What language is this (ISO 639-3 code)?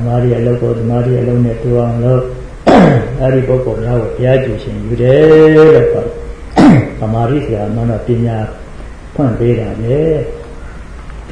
mya